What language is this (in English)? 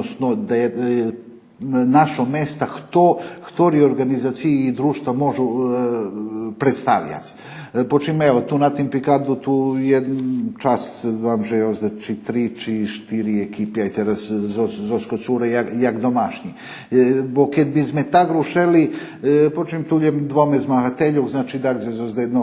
Rusyn